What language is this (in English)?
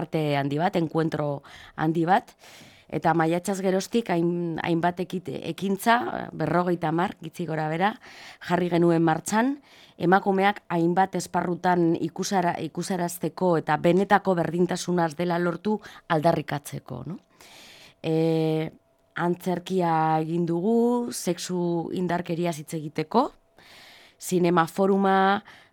Basque